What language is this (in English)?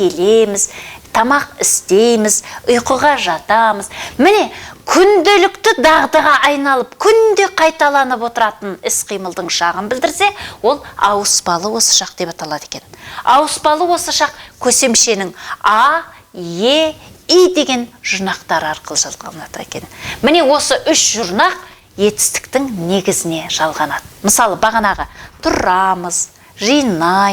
Kazakh